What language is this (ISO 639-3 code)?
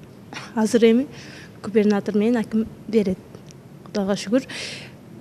kir